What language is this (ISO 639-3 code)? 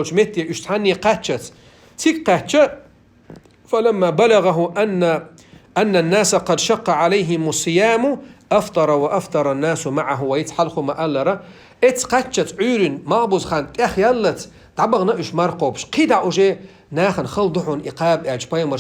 che